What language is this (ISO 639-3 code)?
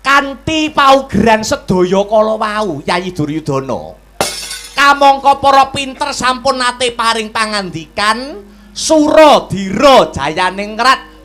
jav